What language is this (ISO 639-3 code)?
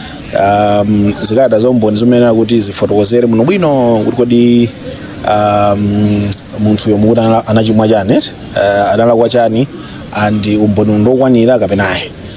nya